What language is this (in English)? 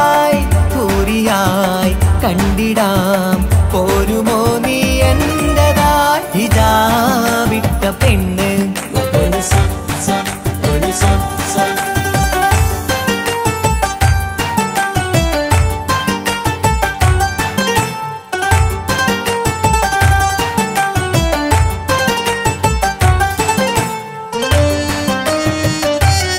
Malayalam